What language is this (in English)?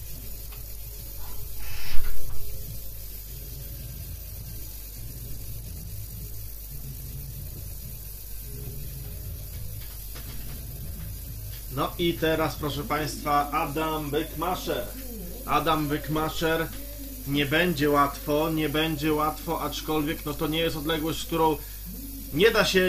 Polish